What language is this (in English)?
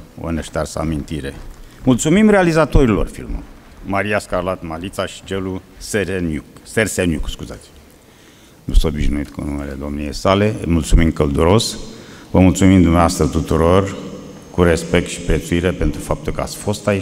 Romanian